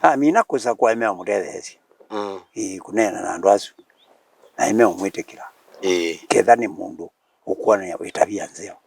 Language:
Kamba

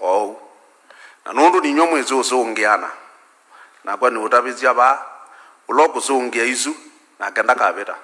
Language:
Kamba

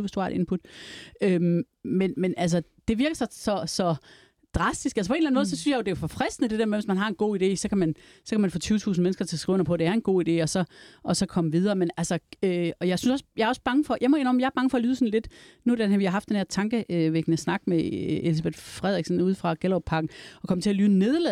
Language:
Danish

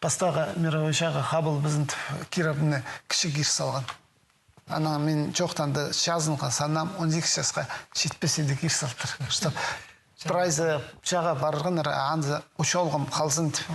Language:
Khakas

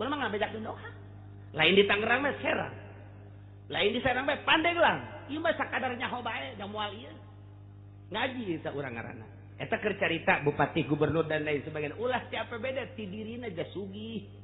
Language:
Sundanese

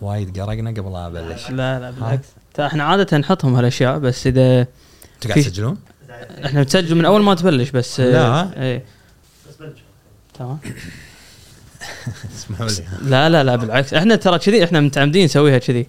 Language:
Gulf Arabic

